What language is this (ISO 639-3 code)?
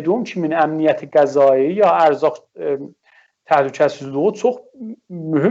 azb